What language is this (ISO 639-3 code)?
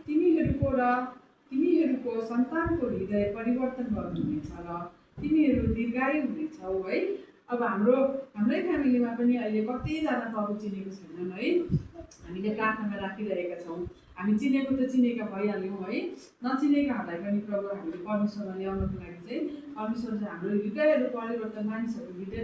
nep